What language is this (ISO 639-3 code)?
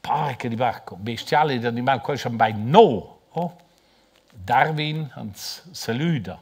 roh